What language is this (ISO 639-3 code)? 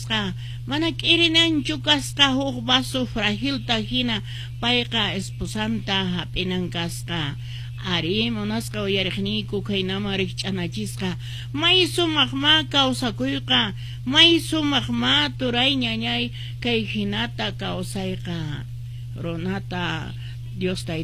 que